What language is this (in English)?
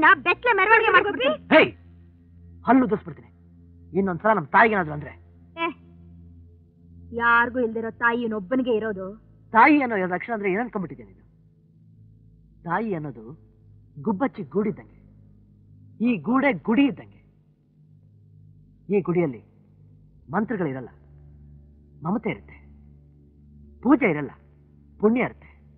Kannada